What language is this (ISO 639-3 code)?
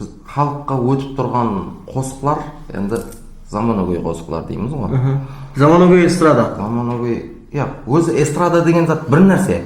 kaa